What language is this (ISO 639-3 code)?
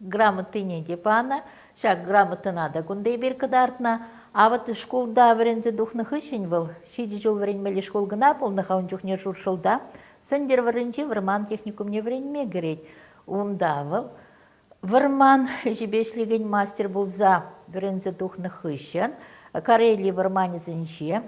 chv